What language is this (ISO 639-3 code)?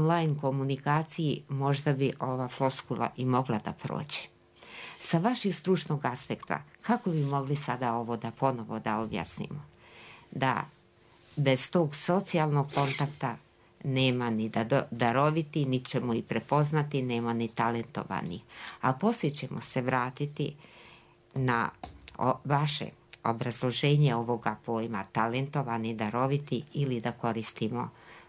bos